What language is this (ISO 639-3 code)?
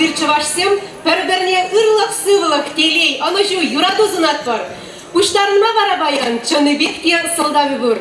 chv